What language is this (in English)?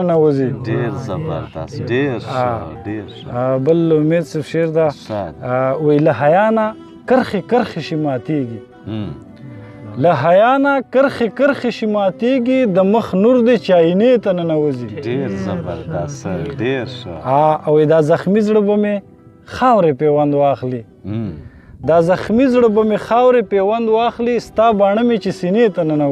Pashto